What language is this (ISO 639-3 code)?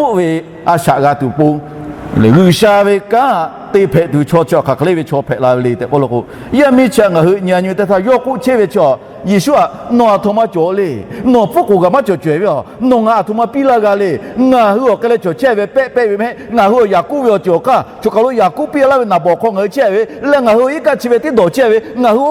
lhu